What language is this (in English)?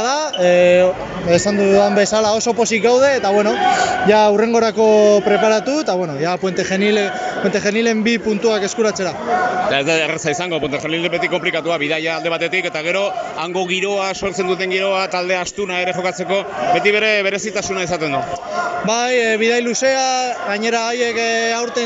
Basque